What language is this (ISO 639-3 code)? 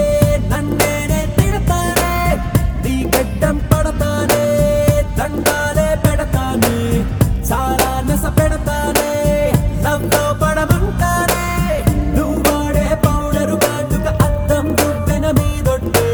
tel